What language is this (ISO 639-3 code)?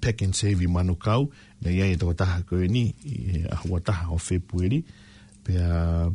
ton